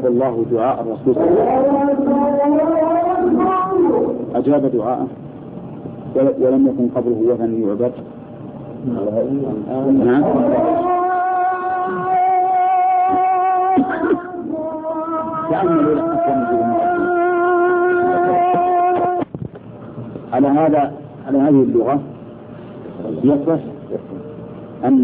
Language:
Arabic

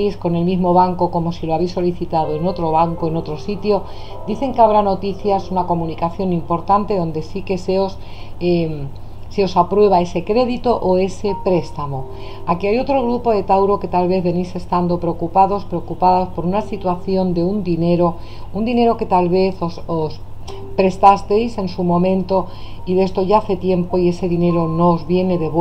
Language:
Spanish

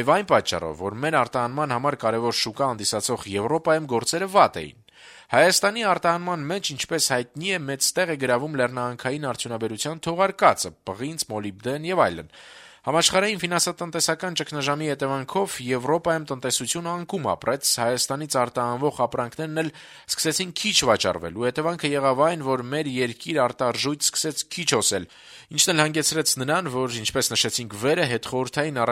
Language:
Armenian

